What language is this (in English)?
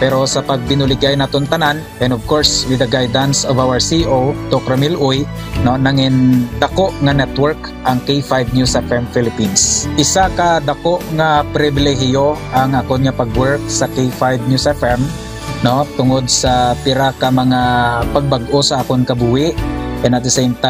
Hiligaynon